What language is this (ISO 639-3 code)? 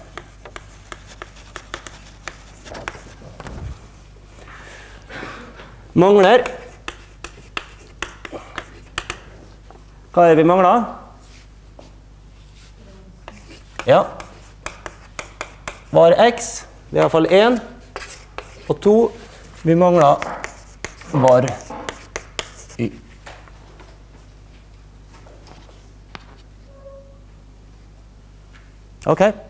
nor